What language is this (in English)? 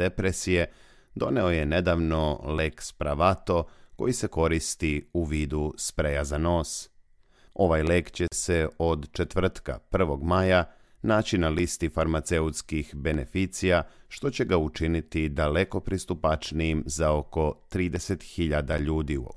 Serbian